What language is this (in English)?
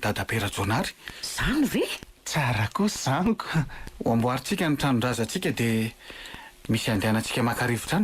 Malagasy